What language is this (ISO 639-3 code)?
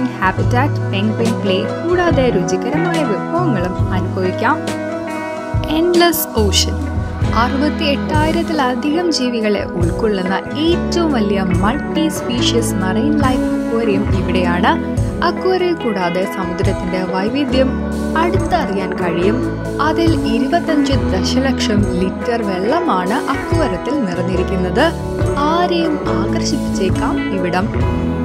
mal